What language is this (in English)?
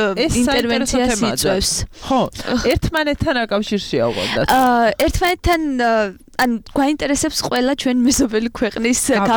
Georgian